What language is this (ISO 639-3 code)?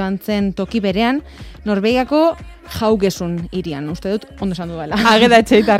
eus